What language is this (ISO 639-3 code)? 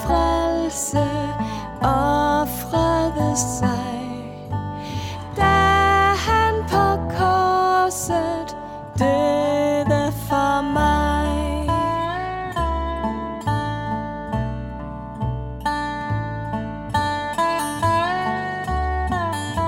dan